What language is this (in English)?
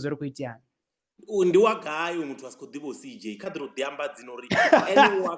Venda